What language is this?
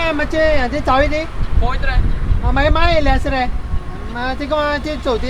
Konkani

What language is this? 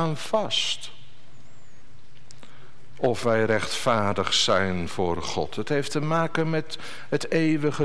Dutch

